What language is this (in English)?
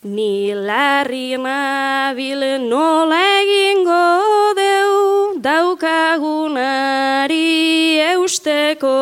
Basque